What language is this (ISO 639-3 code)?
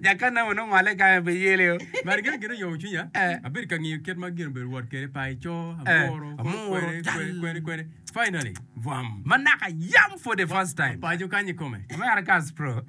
ach